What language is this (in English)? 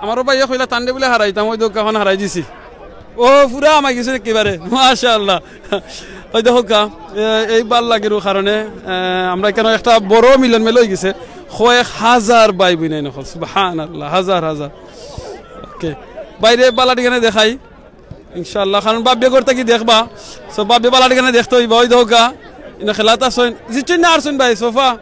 Sylheti